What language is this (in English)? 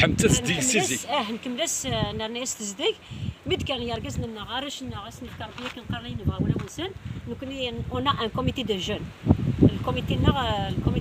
Kabyle